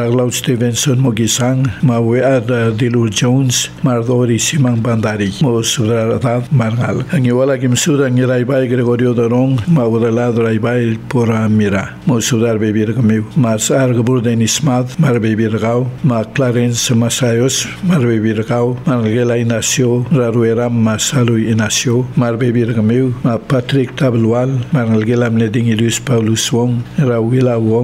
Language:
Palauan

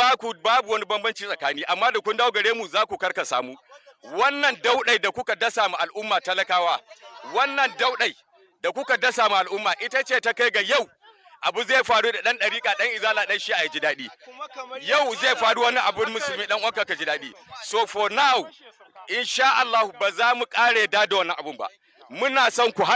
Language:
Hausa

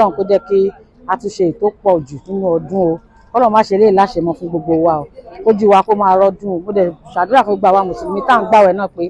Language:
Yoruba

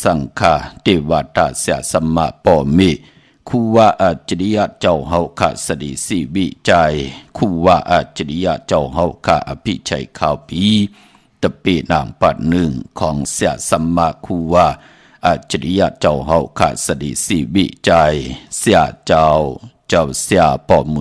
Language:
Shan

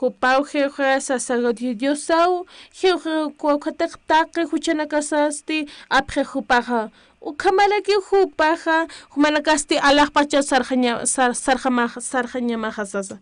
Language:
Aymara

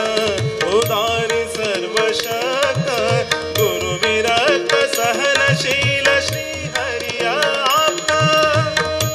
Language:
Kannada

